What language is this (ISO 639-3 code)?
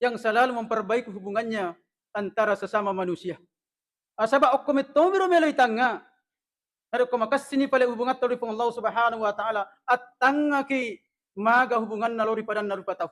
bug